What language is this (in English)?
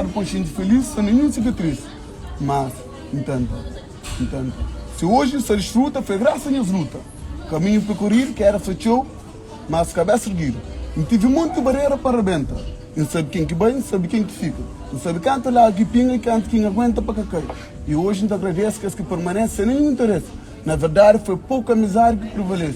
Kabuverdianu